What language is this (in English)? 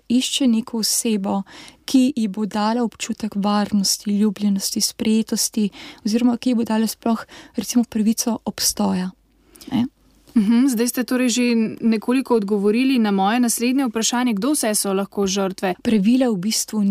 Slovenian